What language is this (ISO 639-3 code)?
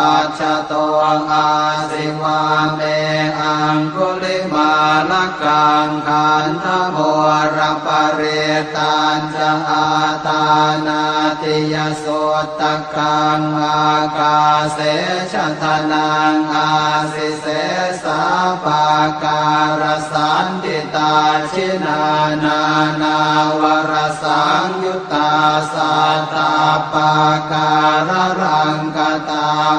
pli